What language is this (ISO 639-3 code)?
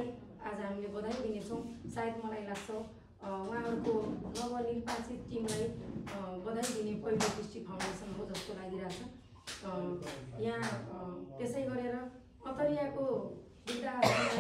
nep